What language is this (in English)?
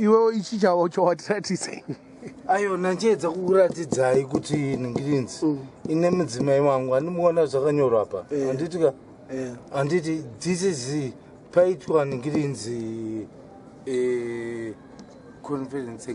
Shona